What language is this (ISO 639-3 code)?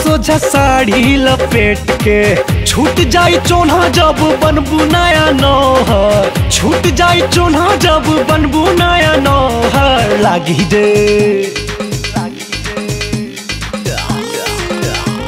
bho